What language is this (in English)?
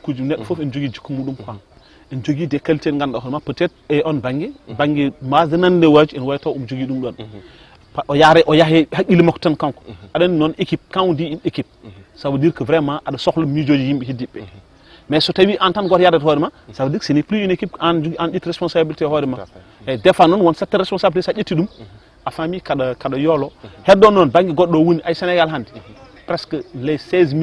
Fula